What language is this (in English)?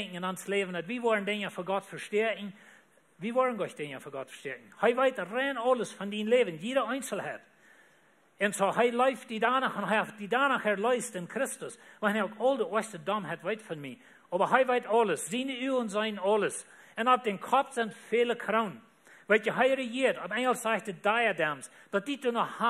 Plautdietsch